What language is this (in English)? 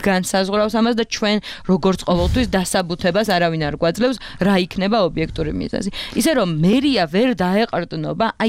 Georgian